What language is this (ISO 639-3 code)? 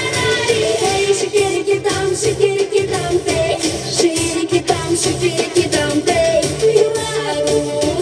chv